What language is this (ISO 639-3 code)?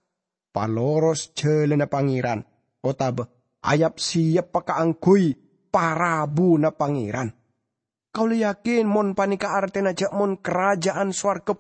mad